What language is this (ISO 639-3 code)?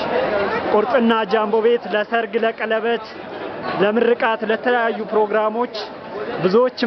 amh